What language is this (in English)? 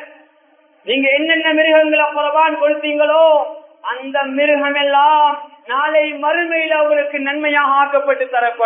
Tamil